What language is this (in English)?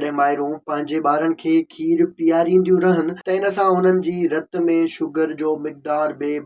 Sindhi